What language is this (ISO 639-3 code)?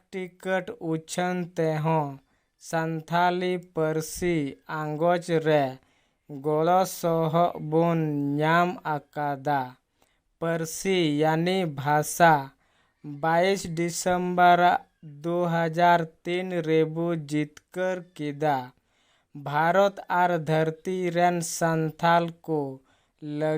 sat